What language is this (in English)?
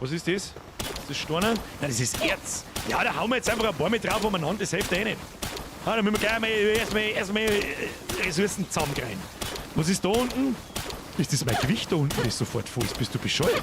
Bavarian